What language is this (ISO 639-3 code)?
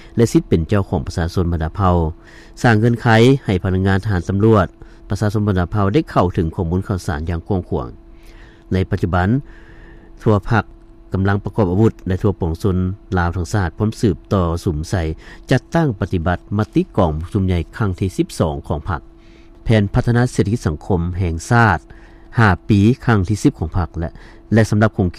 lao